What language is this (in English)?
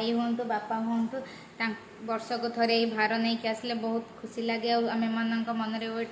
Odia